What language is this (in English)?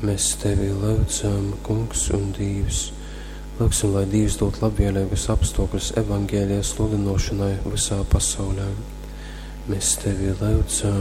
Latgalian